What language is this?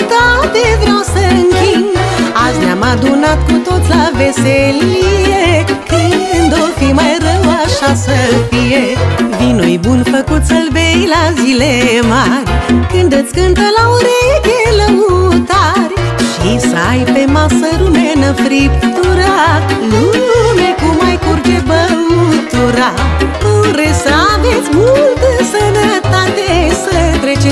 Romanian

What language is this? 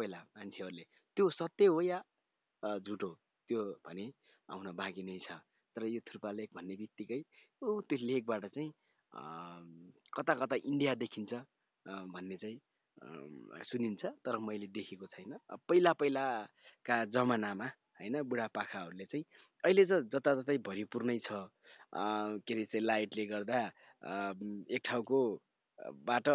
Nepali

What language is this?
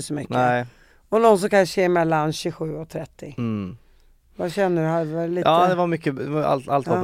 Swedish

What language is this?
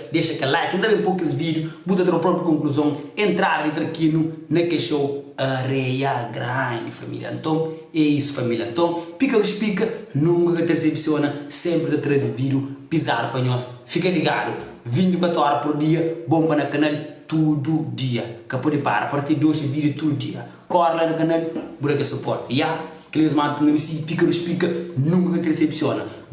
Kabuverdianu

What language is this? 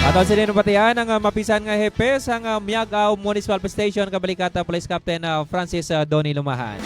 Hiligaynon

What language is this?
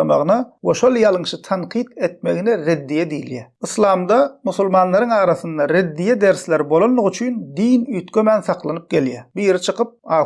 Turkmen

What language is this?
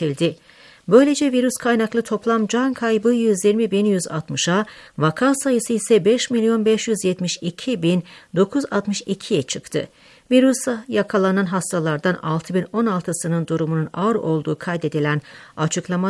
Turkish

